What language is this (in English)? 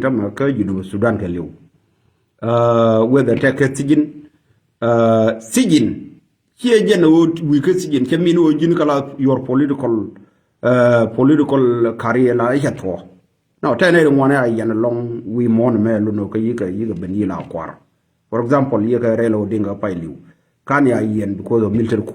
Nuer